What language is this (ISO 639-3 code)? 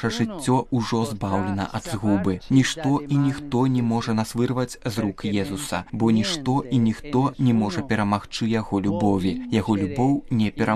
bel